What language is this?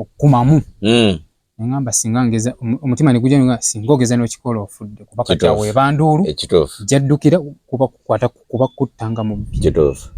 Ganda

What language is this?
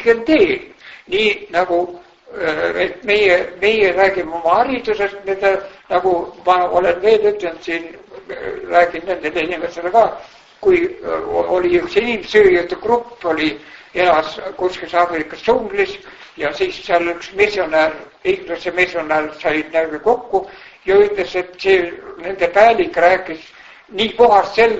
Estonian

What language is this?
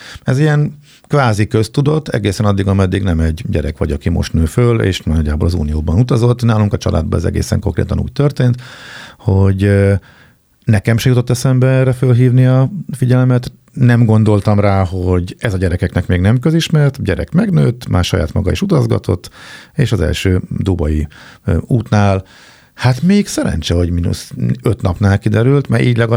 Hungarian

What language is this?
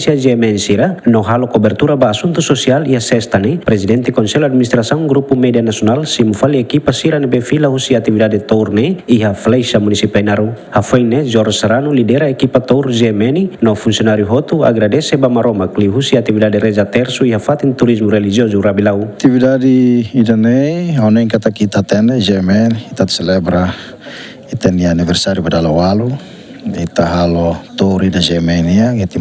Tetum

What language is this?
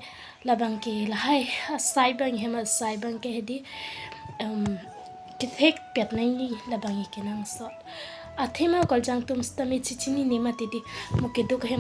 Karbi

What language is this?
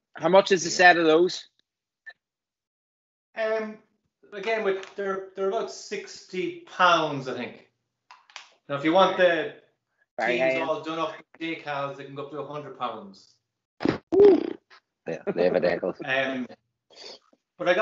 English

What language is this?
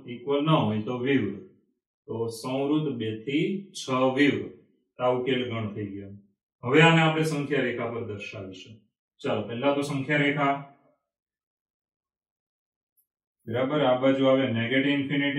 Gujarati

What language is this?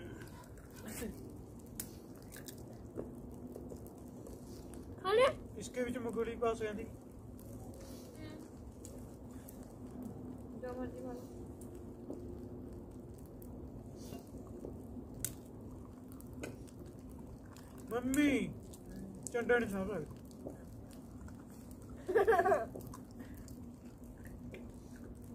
Punjabi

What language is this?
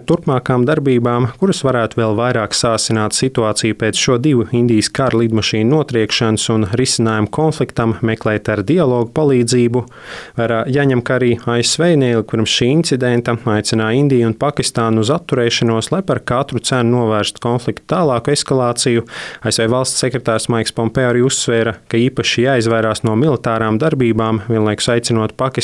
Latvian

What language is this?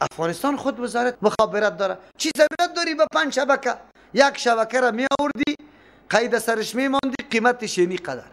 Persian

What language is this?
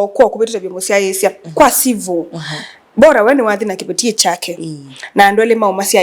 Kamba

